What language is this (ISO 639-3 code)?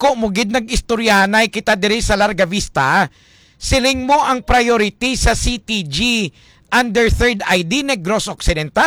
hil